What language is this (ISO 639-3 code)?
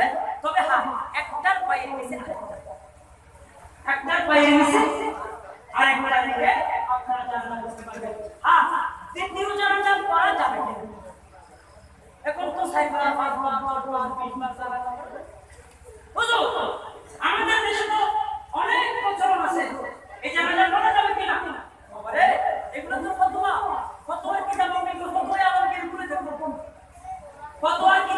ben